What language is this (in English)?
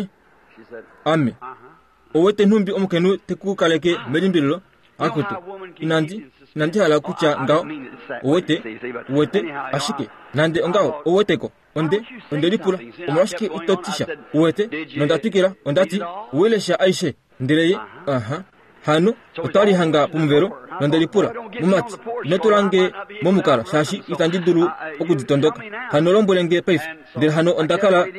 Kuanyama